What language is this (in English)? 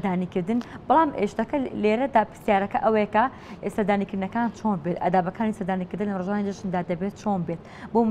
Central Kurdish